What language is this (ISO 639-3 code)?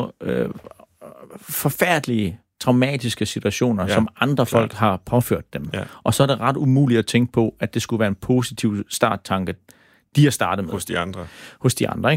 dan